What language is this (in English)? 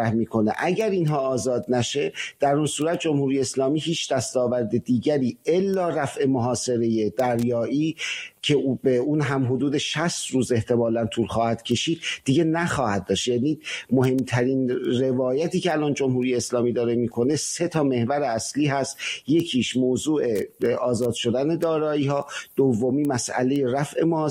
Persian